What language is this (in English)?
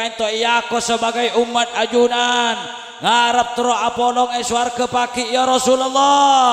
Madurese